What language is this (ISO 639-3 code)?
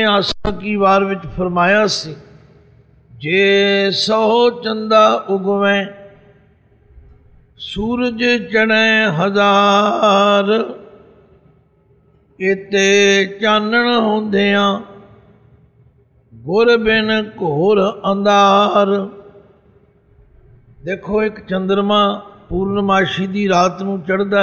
pan